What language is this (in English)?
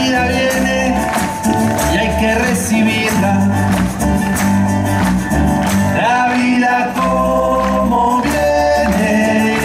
Spanish